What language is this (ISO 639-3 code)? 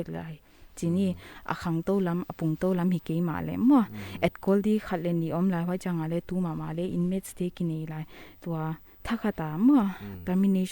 pck